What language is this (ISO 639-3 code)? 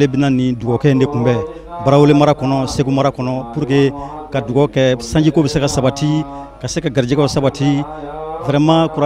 bam